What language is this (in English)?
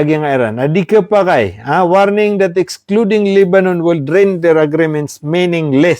Maranao